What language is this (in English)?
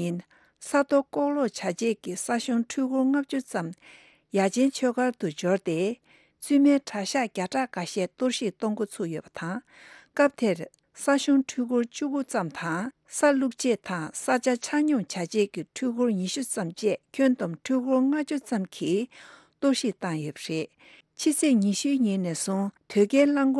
Tibetan